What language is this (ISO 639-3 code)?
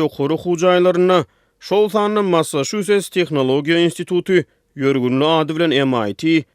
tuk